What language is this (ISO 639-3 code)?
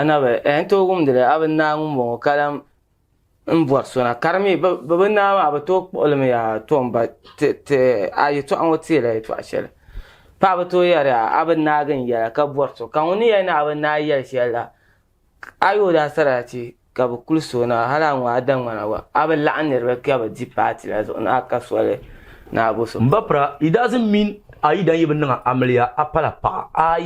dag